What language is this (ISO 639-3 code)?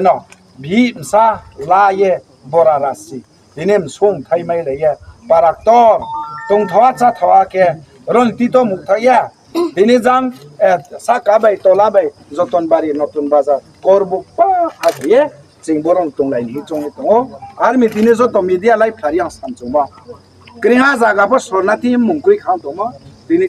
ria